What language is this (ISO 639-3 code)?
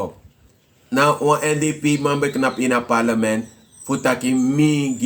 srn